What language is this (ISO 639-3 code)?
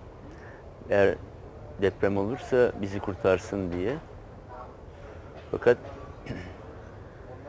tur